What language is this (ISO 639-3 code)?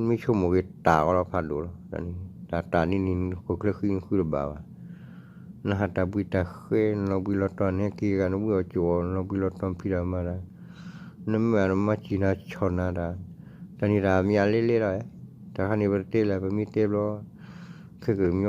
ksw